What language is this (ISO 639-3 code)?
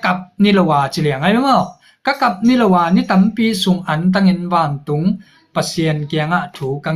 ctd